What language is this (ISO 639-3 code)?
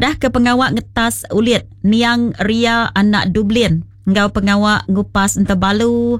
iba